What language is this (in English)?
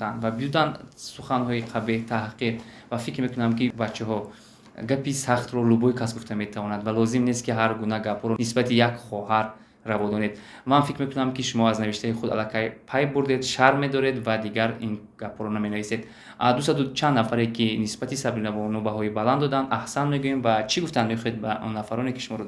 Tajik